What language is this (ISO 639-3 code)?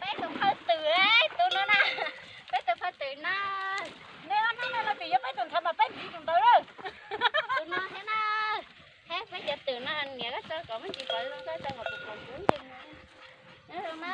hmn